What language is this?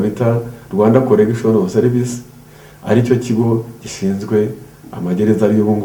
Kinyarwanda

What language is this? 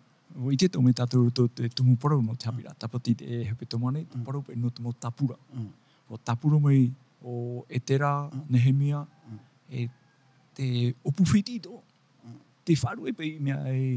Tahitian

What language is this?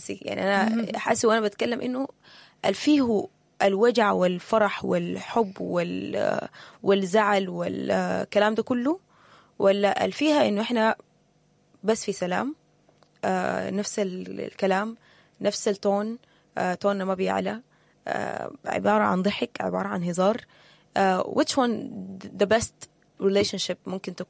Sudanese Arabic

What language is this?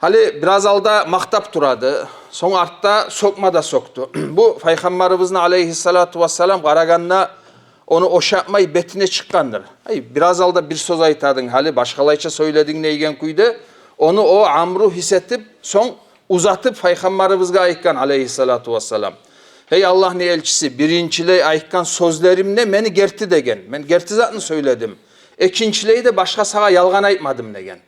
Kumyk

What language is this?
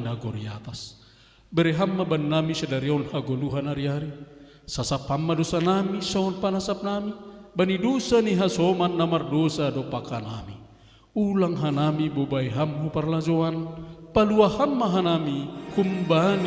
Batak Simalungun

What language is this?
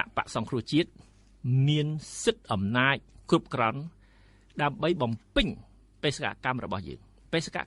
Khmer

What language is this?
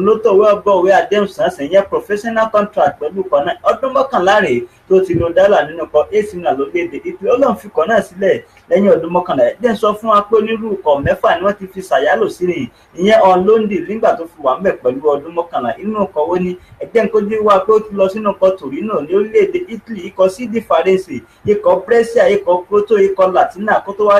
Yoruba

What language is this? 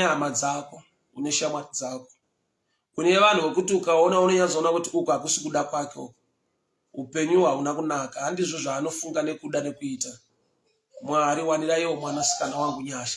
Shona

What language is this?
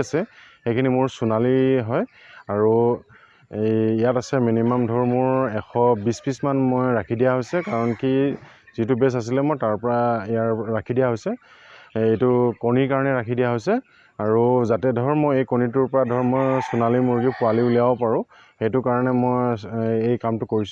Assamese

